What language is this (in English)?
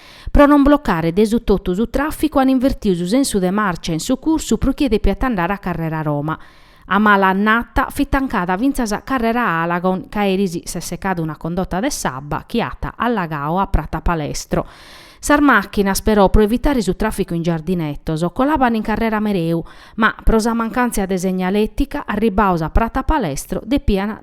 Sardinian